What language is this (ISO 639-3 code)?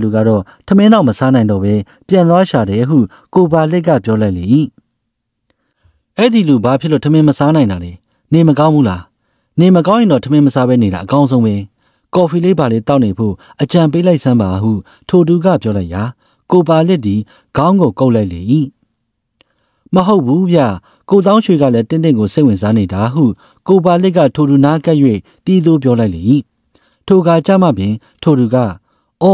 mya